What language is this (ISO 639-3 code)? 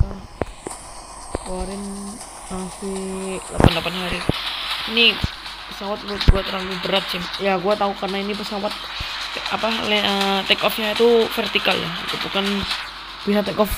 ind